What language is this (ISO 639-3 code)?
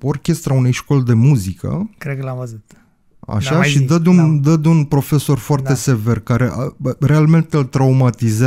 ron